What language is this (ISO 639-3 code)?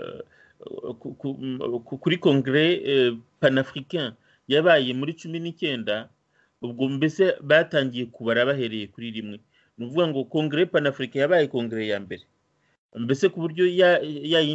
kin